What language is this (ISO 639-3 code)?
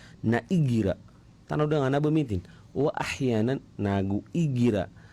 mrw